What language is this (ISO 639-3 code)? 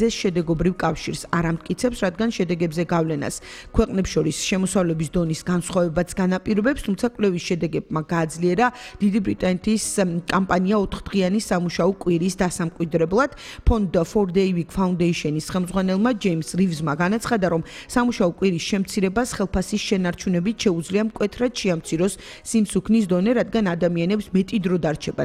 kat